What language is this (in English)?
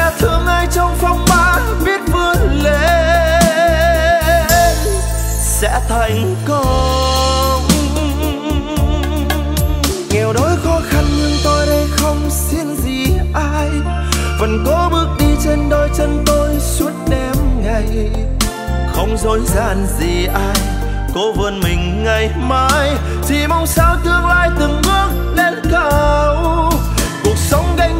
Vietnamese